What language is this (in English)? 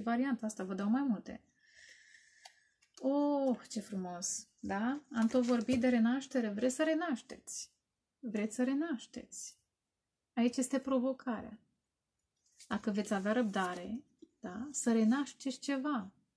Romanian